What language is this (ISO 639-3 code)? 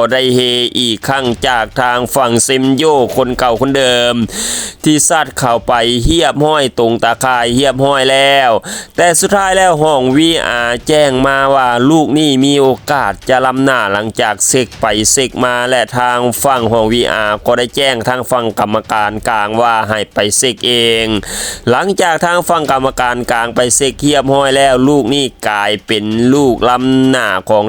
lao